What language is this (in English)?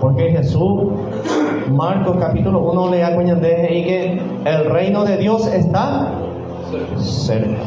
Guarani